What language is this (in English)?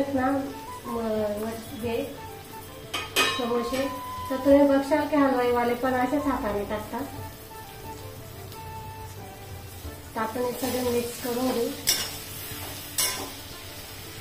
Marathi